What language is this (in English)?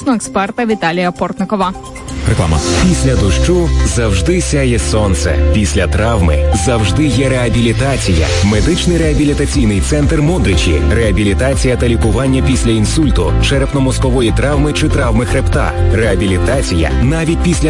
Ukrainian